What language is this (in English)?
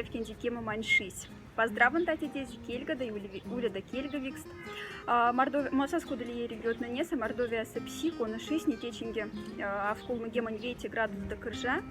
Moksha